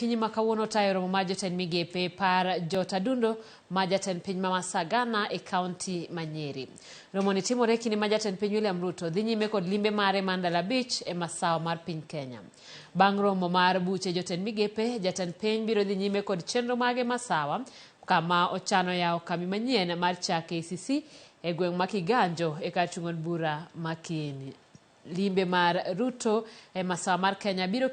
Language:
Luo (Kenya and Tanzania)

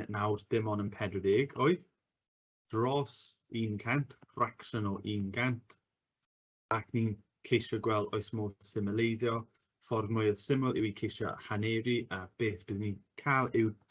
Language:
Welsh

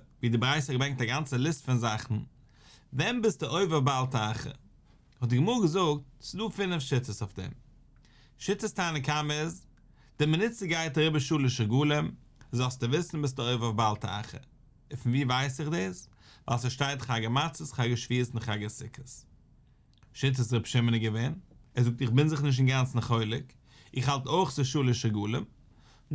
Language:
Yiddish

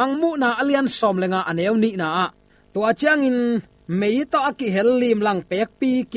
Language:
Tedim Chin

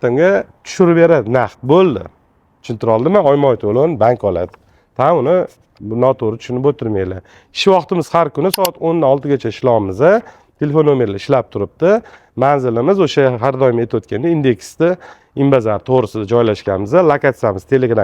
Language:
Uzbek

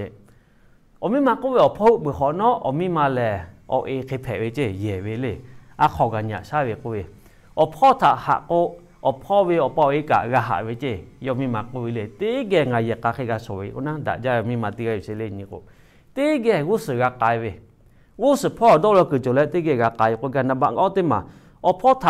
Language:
Lahu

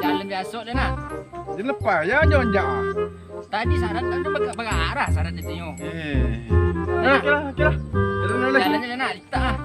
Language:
Minangkabau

